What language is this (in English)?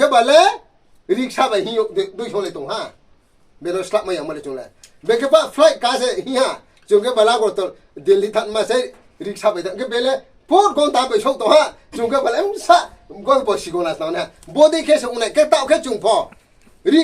Riang (India)